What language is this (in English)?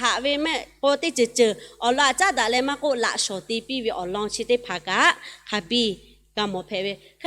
Lahu